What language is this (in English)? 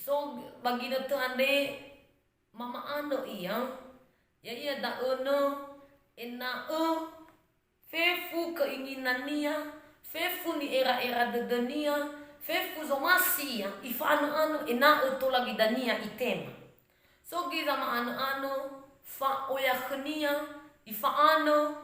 Nias